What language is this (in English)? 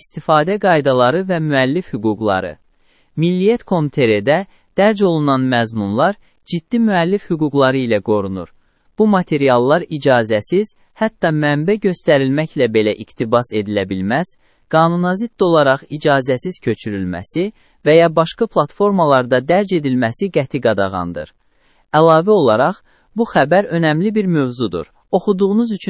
Azerbaijani